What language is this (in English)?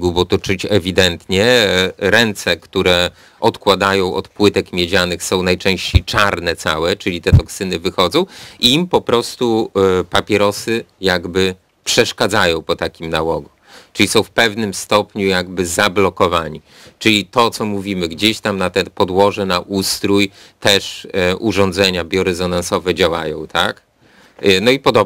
Polish